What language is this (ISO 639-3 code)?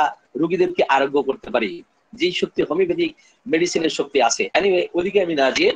ben